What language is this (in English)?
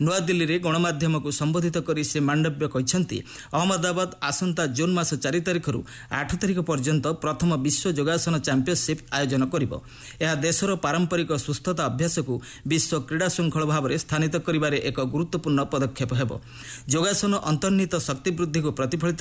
Odia